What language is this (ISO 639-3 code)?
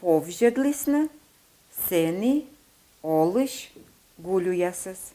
kom